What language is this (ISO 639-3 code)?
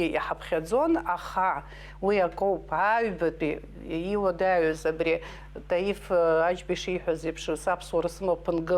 abk